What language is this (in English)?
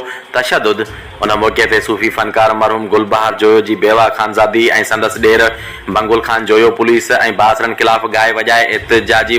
Sindhi